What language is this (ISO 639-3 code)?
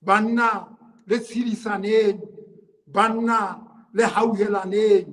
sot